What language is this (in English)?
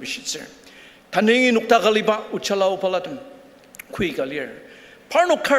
Ao Naga